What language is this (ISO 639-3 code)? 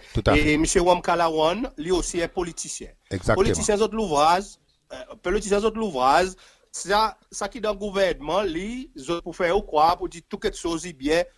crs